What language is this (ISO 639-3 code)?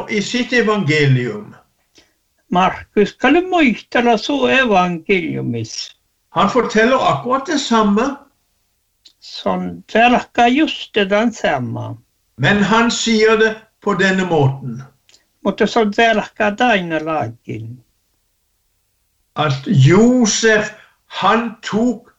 nor